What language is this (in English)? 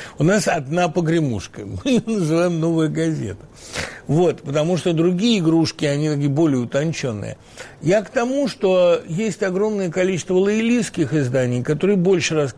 Russian